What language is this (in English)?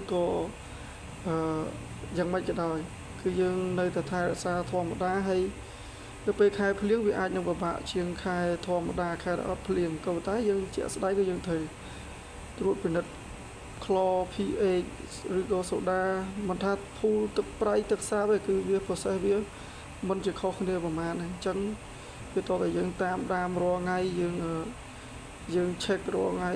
Khmer